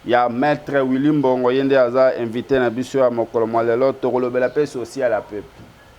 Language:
Lingala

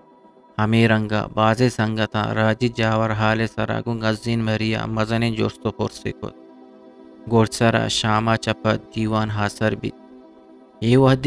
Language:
Eastern Balochi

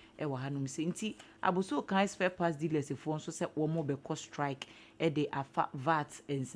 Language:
Akan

